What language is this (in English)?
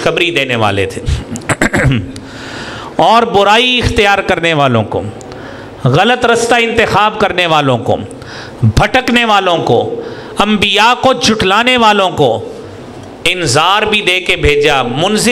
Urdu